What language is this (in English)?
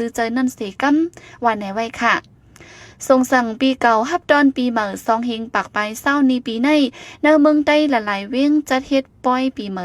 Shan